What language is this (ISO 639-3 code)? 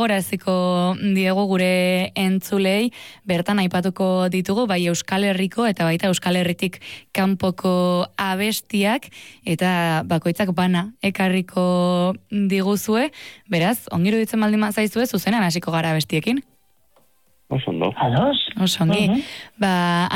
eus